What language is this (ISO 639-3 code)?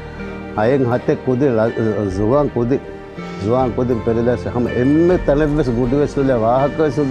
div